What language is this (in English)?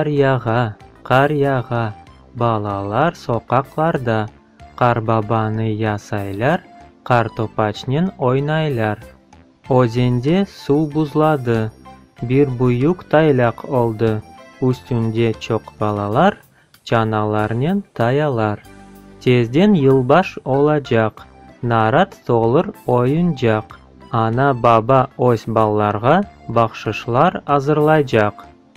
Crimean Tatar